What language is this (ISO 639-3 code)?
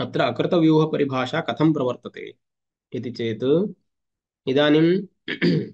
san